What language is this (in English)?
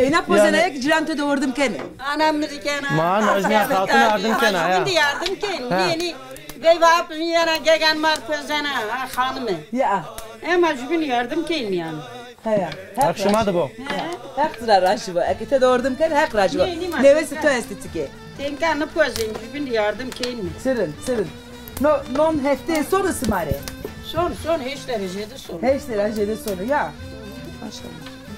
Zaza